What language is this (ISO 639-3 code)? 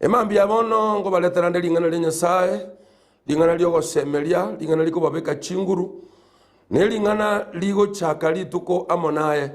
guz